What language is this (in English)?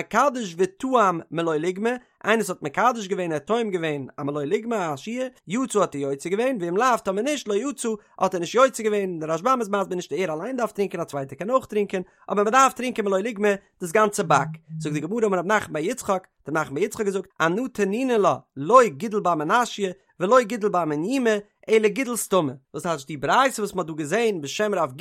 Yiddish